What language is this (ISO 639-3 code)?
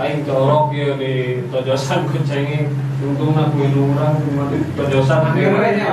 sun